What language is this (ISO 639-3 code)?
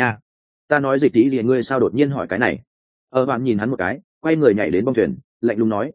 vie